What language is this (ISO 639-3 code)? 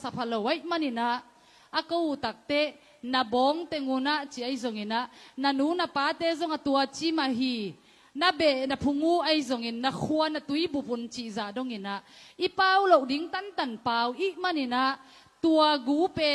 ctd